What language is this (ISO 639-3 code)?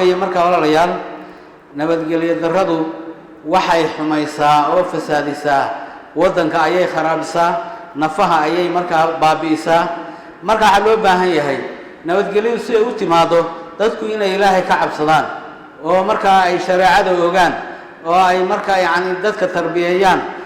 som